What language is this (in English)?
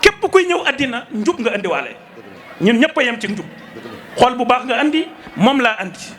Wolof